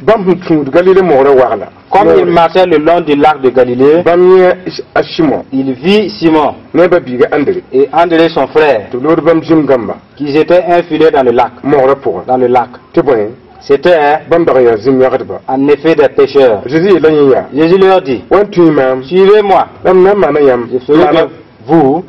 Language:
Mossi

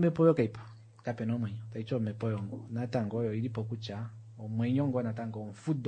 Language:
Kuanyama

